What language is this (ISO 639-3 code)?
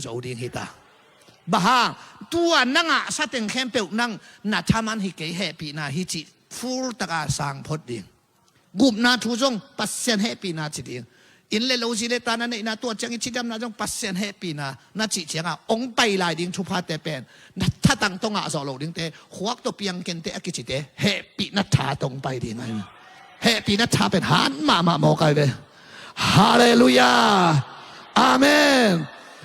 ctd